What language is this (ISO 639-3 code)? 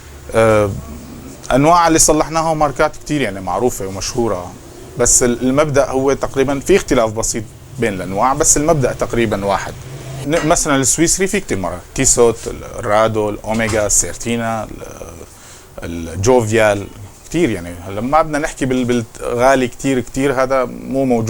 apc